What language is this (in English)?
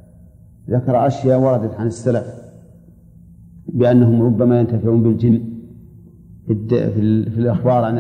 Arabic